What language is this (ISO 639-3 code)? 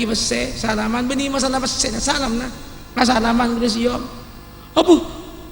mad